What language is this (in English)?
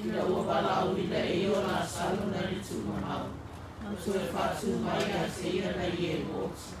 Samoan